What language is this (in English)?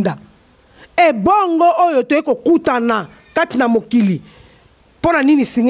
Lingala